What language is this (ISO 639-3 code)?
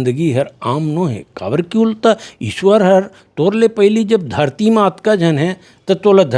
hne